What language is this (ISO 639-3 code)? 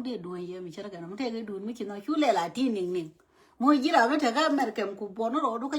nus